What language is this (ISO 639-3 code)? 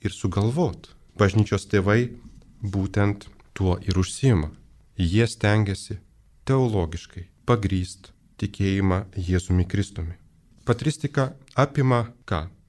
lit